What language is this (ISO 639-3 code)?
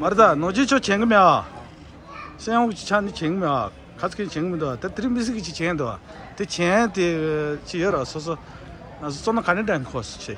bod